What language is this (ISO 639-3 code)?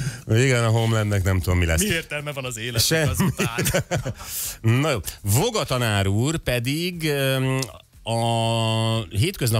hun